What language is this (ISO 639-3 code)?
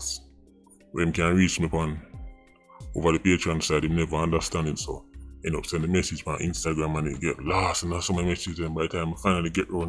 jam